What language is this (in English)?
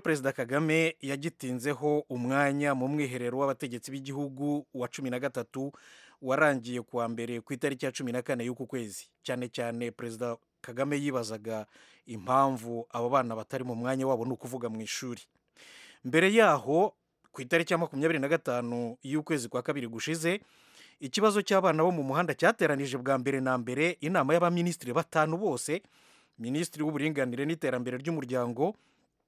Kinyarwanda